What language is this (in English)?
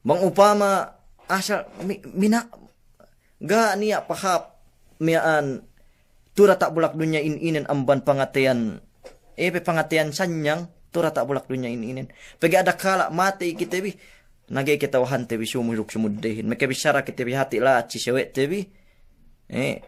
Yakan